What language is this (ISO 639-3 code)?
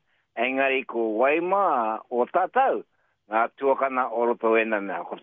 mri